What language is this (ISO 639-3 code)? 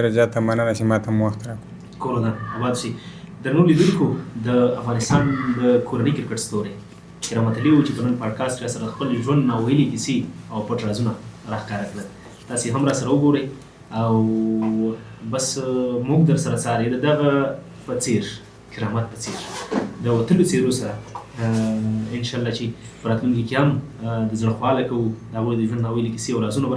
pus